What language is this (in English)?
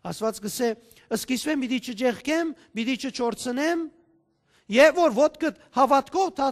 Western Armenian